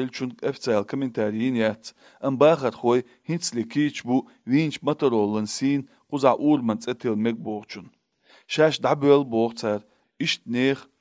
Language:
Chechen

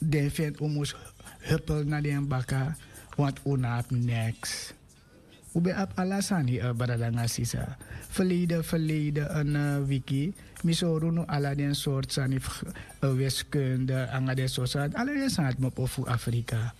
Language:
Sranan Tongo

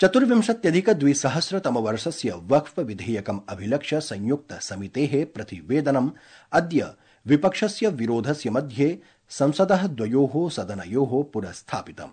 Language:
Sanskrit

